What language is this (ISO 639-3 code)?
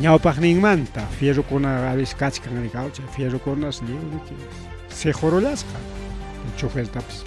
quy